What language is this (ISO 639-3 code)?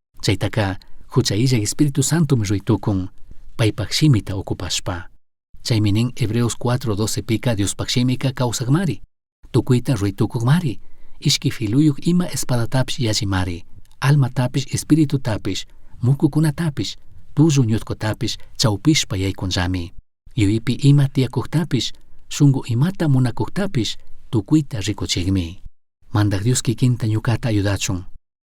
qug